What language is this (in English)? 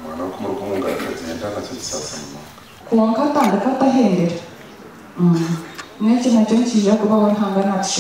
Nyankole